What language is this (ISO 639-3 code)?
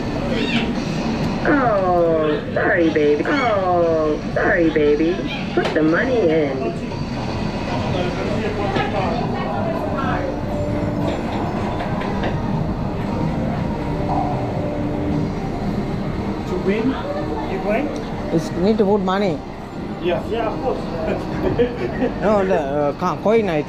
eng